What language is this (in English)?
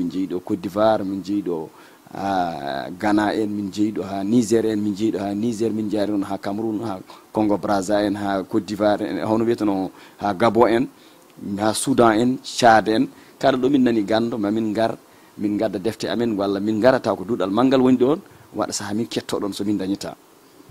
Fula